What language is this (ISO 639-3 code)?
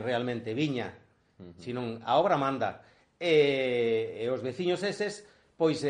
glg